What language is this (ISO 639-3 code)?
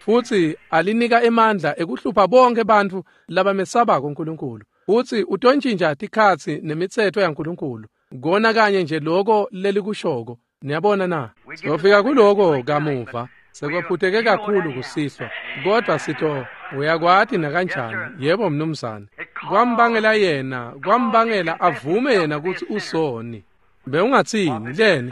ssw